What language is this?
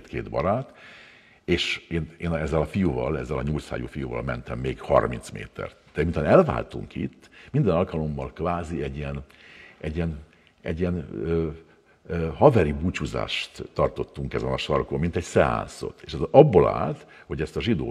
Hungarian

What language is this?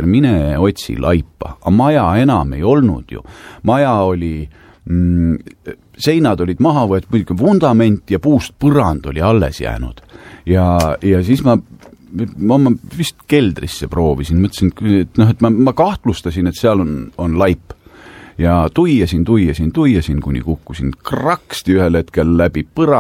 Estonian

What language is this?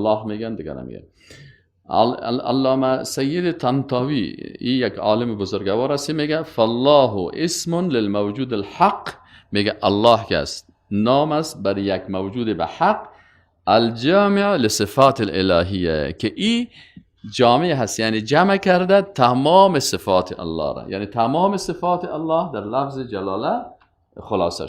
Persian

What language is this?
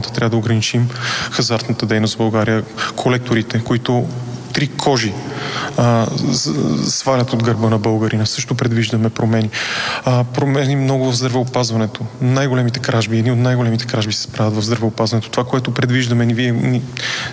Bulgarian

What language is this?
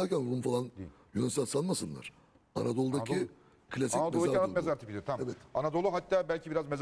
Turkish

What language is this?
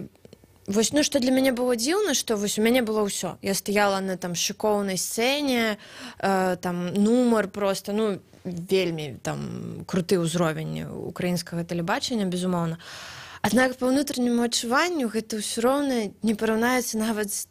Belarusian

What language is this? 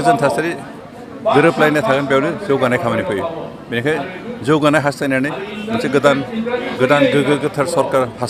Bodo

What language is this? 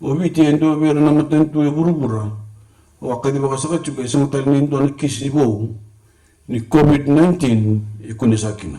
Fijian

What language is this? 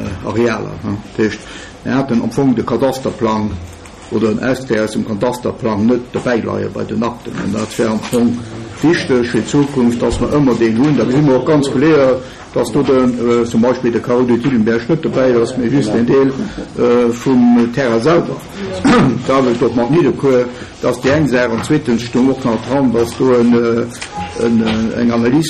Luxembourgish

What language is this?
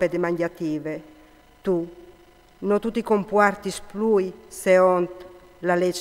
Friulian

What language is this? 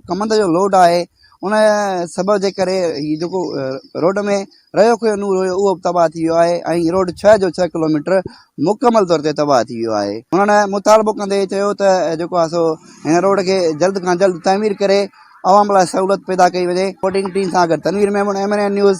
Sindhi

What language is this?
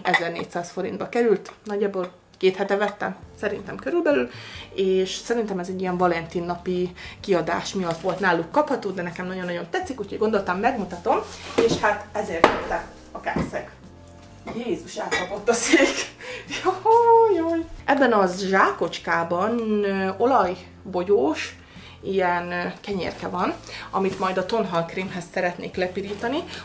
Hungarian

